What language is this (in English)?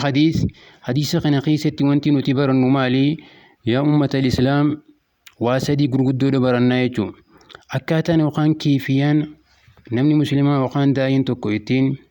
Oromo